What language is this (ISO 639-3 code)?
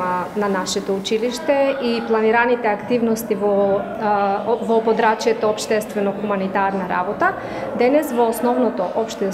mkd